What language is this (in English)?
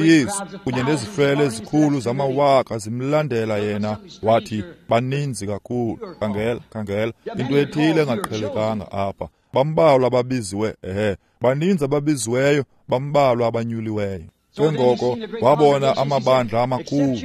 Xhosa